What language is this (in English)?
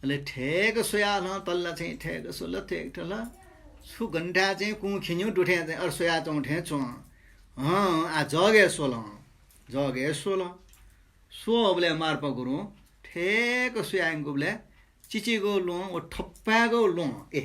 Newari